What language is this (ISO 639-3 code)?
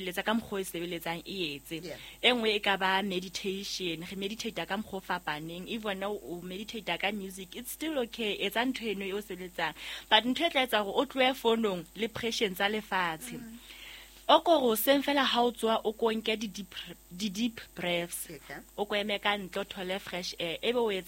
sot